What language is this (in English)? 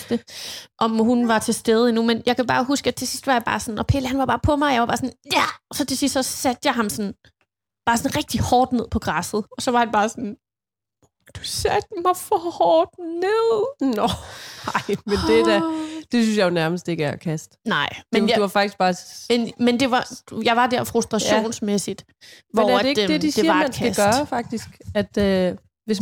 Danish